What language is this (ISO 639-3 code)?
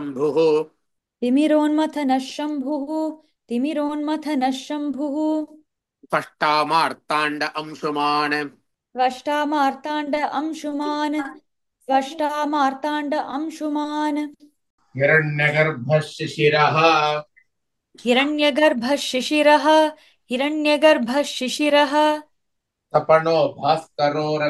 san